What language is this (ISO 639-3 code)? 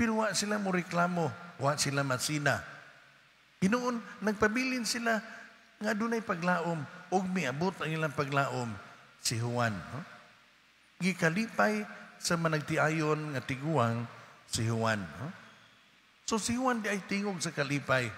ceb